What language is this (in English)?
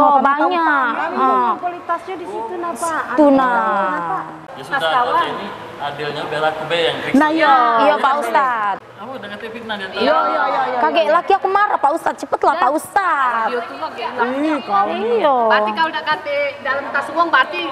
Musi